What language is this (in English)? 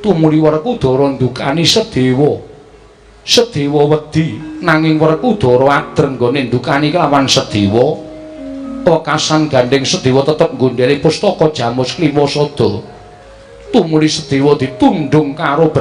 Javanese